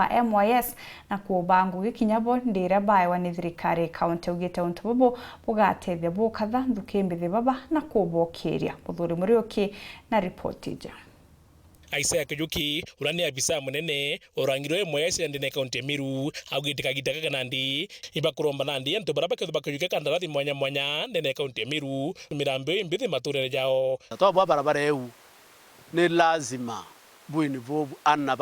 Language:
Meru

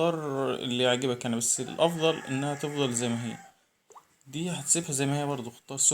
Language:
Egyptian Arabic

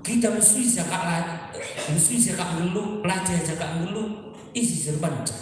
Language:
Batak Karo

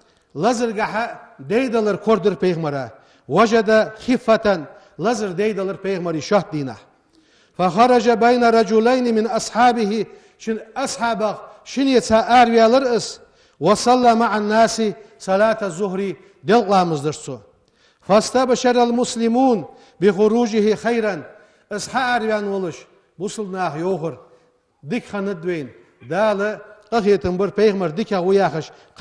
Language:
Ingush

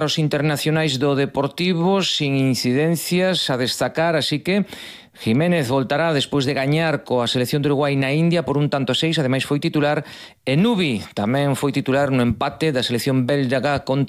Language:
Galician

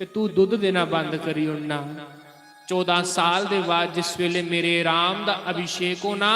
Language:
Dogri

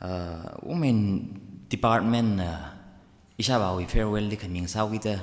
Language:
Tangkhul Naga (India)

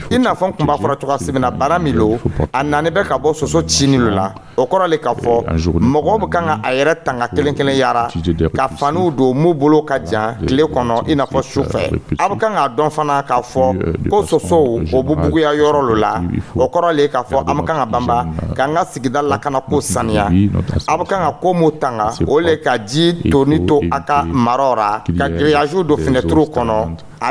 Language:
Dyula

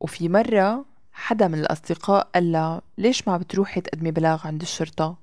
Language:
North Levantine Arabic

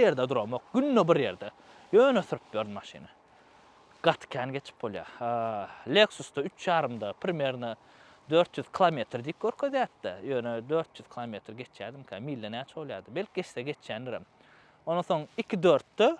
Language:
Turkmen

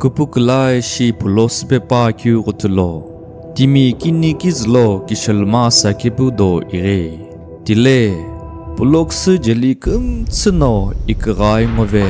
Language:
Sumi Naga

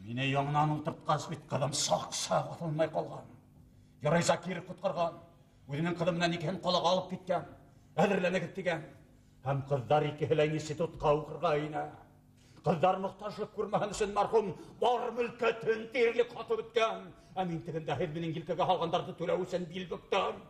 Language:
Bashkir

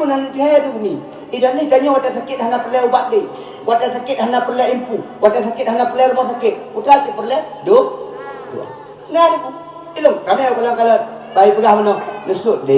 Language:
Achinese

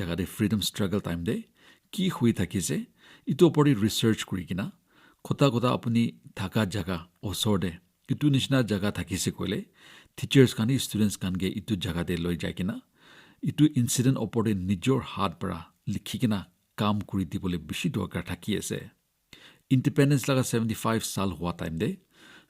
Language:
Naga Pidgin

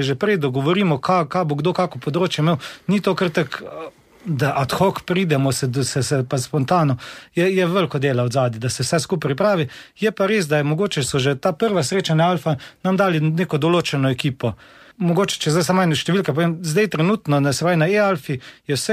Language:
Slovenian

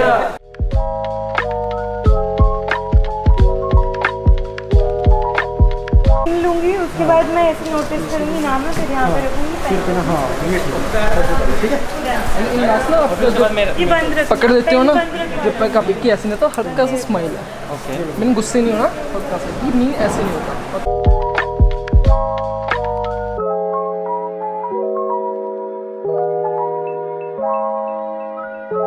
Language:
Hindi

